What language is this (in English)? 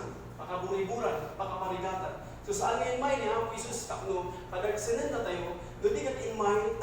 Iloko